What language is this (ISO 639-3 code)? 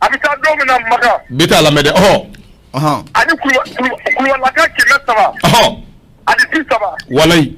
bam